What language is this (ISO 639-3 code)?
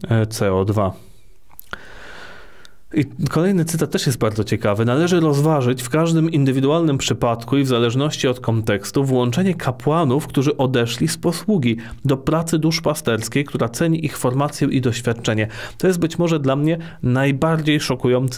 pol